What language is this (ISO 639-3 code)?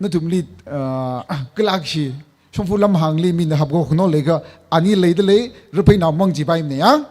nmf